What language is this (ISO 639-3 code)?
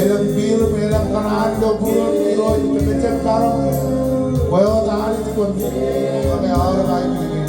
mah